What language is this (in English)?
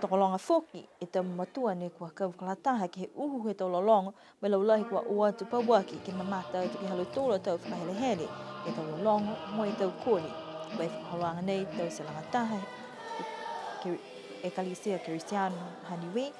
Niuean